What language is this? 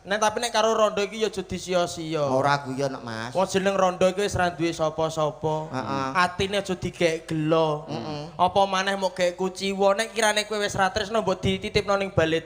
Javanese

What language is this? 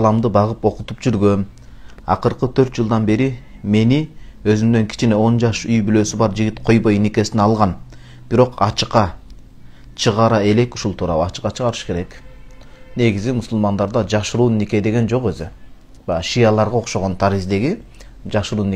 Kyrgyz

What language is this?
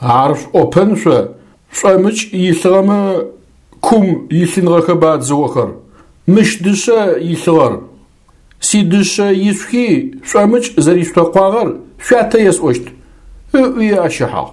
Adyghe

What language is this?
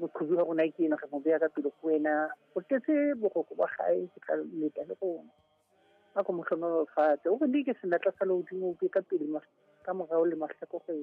Southern Sotho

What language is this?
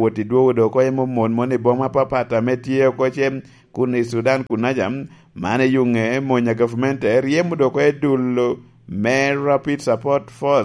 Lango (Uganda)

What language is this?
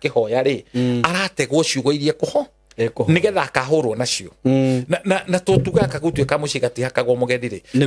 Kikuyu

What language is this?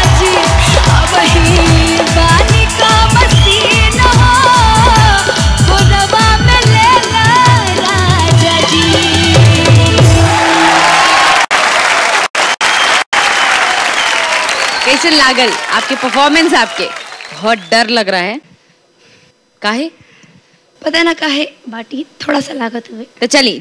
Bhojpuri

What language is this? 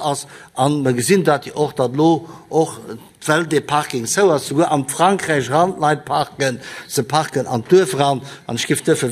Luxembourgish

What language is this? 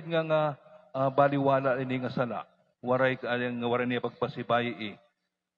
Waray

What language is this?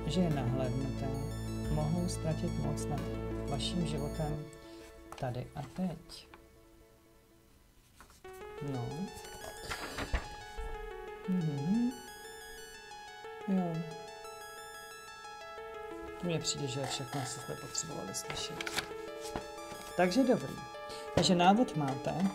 Czech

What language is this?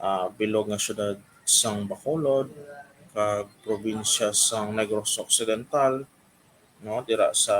Hiligaynon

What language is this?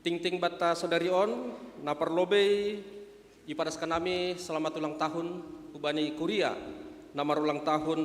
Batak Simalungun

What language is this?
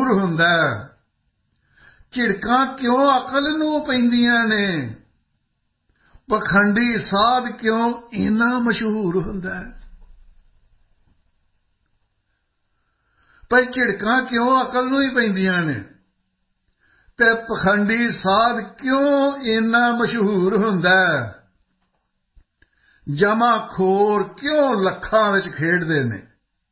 Punjabi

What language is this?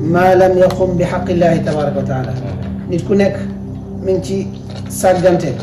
Wolof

